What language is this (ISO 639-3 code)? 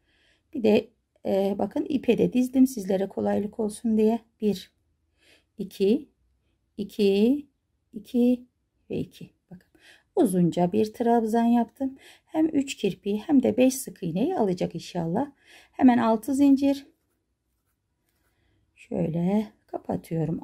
tur